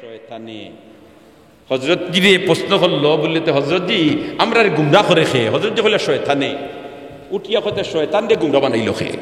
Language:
Sylheti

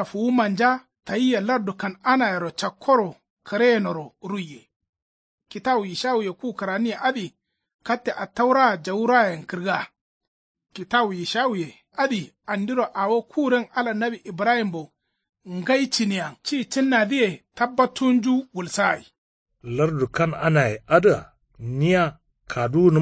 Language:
Kanuri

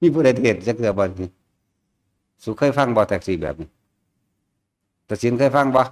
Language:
Northeastern Thai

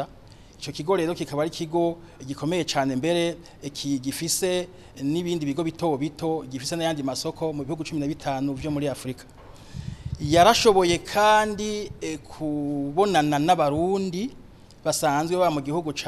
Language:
Rundi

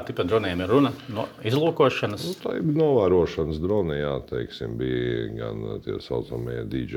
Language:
Latvian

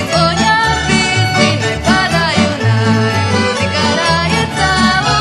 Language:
Rusyn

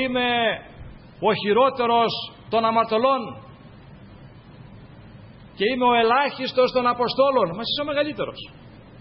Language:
Greek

